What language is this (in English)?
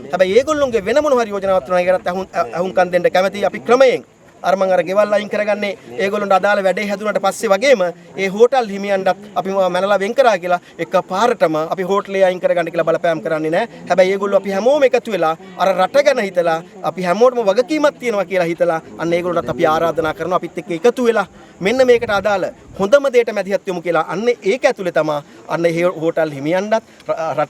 Sinhala